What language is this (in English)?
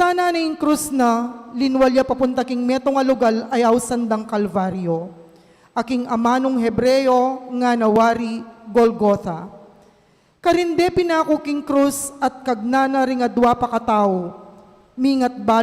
Pampanga